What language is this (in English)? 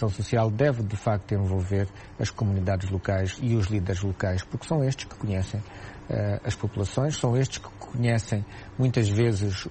Portuguese